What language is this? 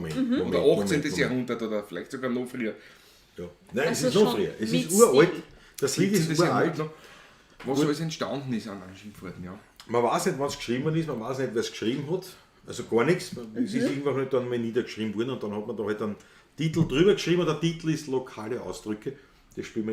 Bavarian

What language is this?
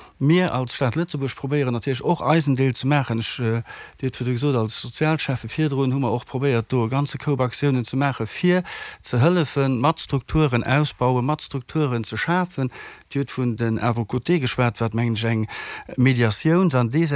Luxembourgish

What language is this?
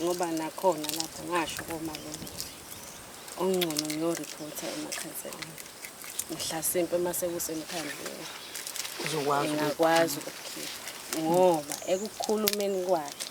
Zulu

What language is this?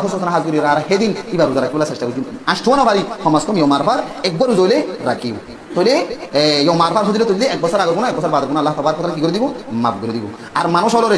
Rohingya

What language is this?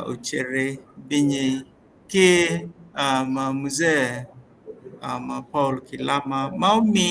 Acoli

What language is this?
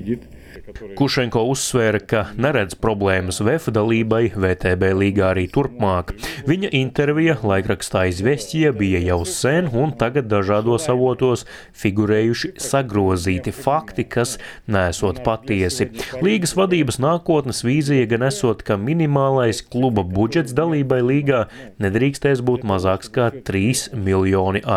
Latvian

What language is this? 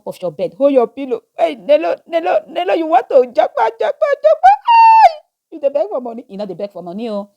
Nigerian Pidgin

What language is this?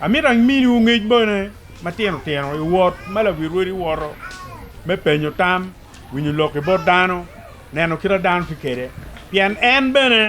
Acoli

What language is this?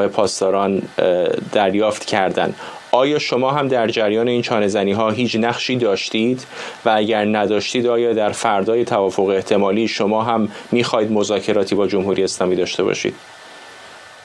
Persian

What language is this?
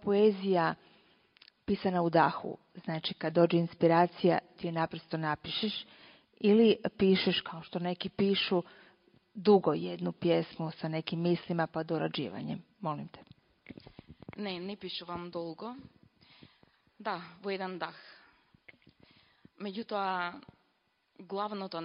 Croatian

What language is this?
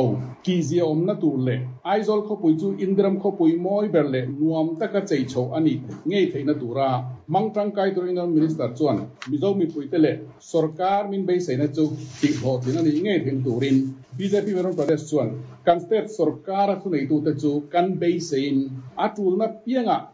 Mizo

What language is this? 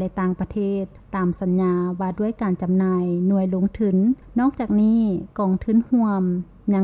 Lao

